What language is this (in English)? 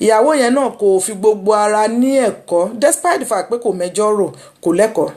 Yoruba